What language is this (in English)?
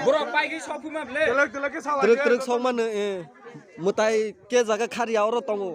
Kok Borok